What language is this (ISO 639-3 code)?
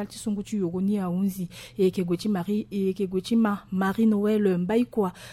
sag